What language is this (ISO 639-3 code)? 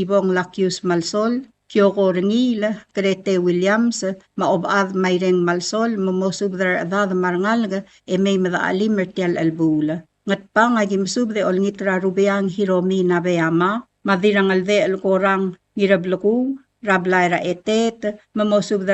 pau